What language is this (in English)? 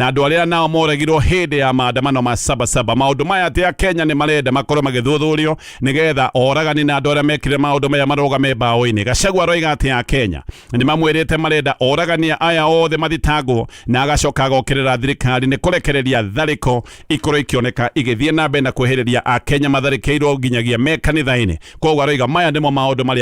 Kikuyu